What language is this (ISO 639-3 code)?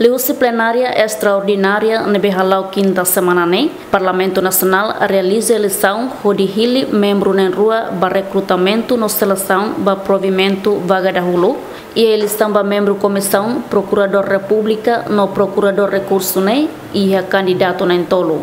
tet